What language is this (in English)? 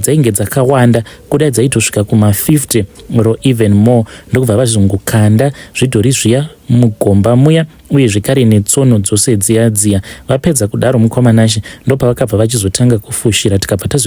Shona